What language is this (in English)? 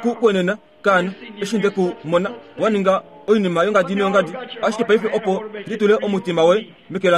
Kuanyama